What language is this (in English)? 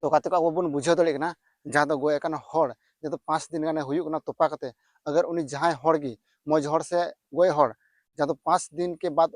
Santali